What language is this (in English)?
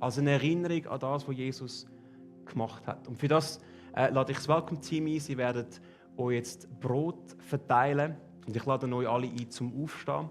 Swiss German